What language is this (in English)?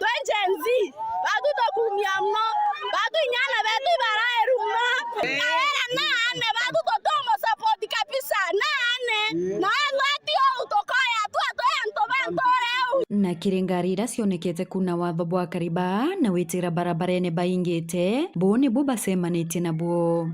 Meru